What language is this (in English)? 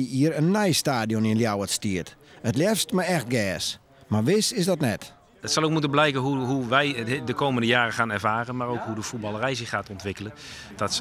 Western Frisian